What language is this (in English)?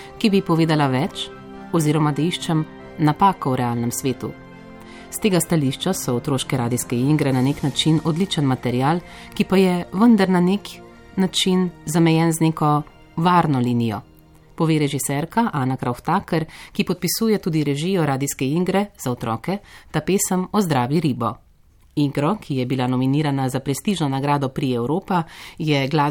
Slovenian